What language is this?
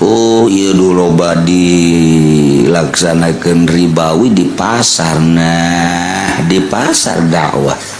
Sundanese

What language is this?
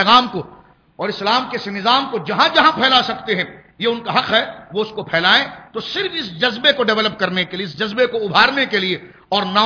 Urdu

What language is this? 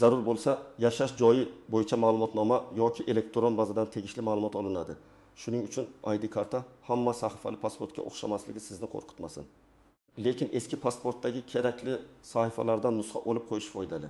Uzbek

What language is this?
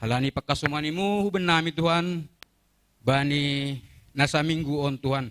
Batak Simalungun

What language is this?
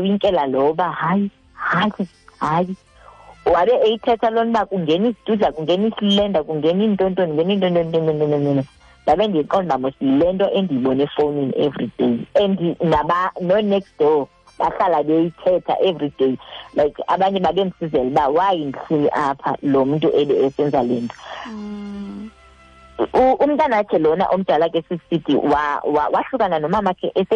Xhosa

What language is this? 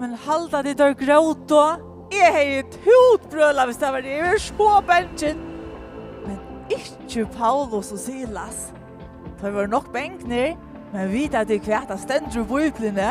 Faroese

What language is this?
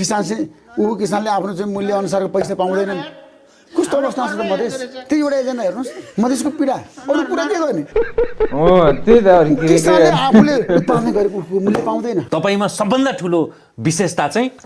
Nepali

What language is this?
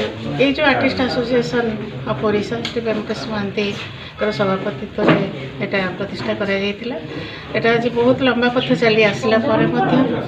Odia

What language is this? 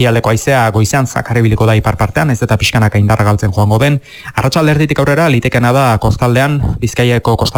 Basque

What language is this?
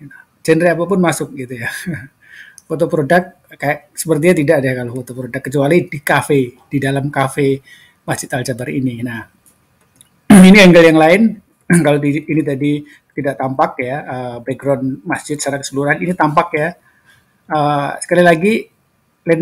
Indonesian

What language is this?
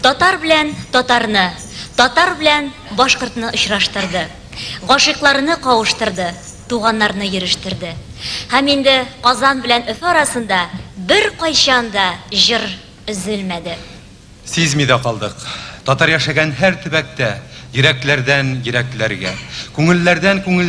Tatar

